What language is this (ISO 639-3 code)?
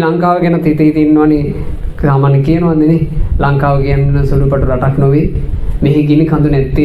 sin